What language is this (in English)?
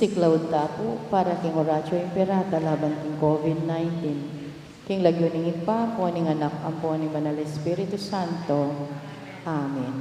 Pampanga